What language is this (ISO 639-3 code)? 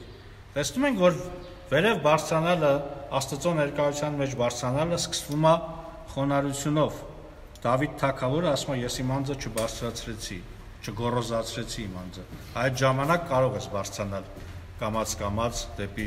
hye